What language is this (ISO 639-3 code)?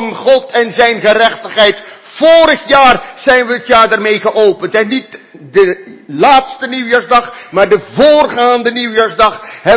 nld